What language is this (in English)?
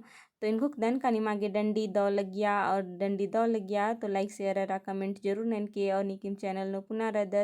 Kurukh